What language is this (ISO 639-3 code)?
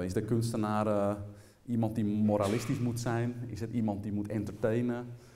nld